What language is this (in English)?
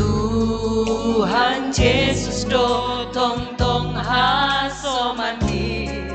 Batak Simalungun